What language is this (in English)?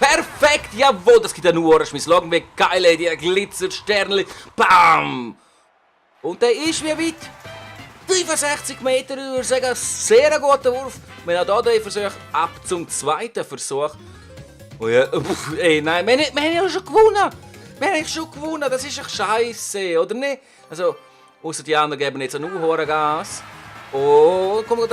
Swiss German